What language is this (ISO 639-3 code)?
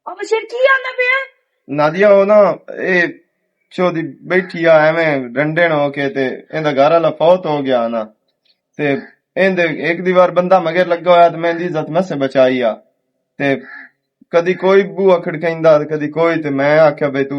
lah